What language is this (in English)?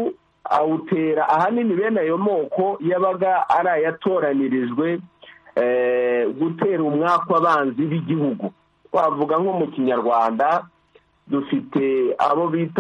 Kinyarwanda